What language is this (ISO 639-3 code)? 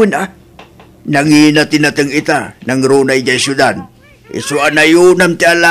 ilo